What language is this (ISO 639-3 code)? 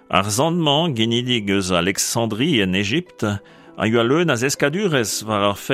bre